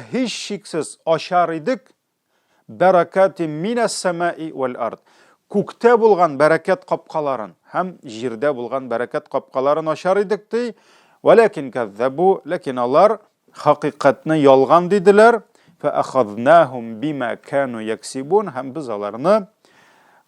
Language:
Tatar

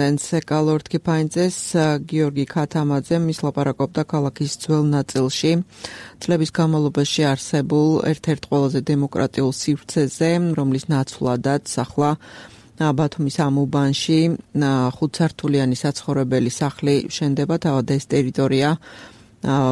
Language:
Georgian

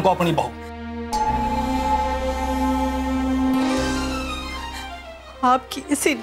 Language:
Hindi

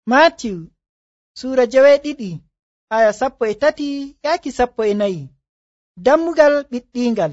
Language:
Nigerian Fulfulde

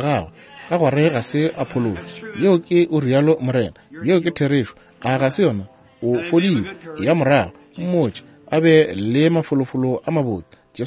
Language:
Northern Sotho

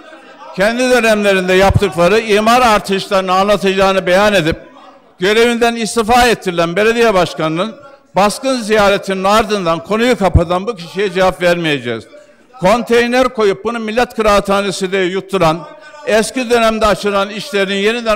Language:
Turkish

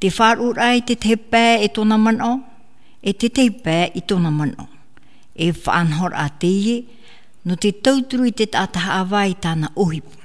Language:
Tahitian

